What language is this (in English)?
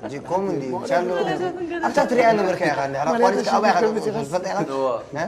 Tigrinya